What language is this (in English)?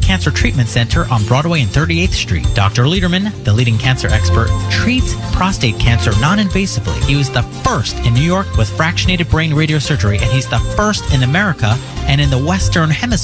English